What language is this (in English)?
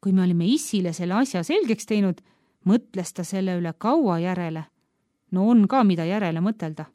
Estonian